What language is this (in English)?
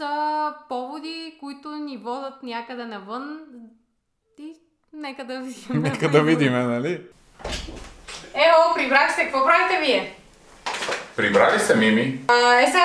Bulgarian